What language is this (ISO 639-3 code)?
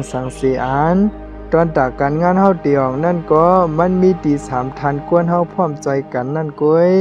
shn